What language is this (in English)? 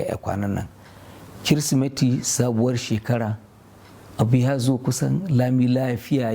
Hausa